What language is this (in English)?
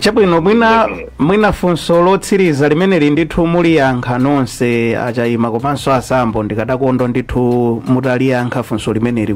Nyanja